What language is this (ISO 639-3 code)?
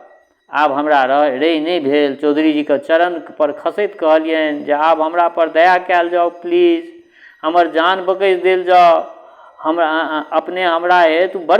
mai